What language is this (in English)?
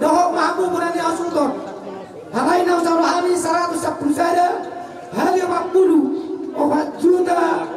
Batak Toba